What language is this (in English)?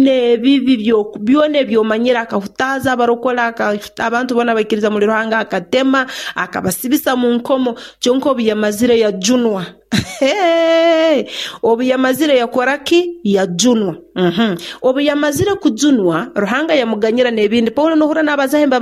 Nyoro